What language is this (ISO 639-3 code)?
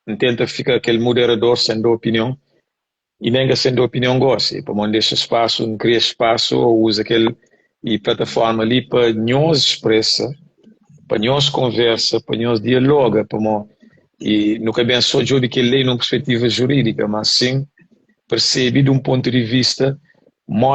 kea